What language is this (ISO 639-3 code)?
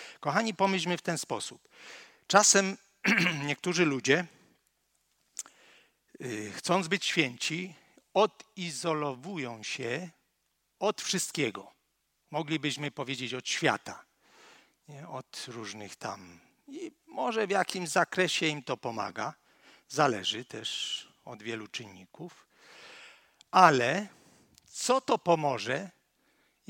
pol